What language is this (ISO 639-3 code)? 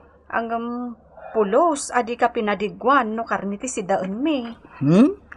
ilo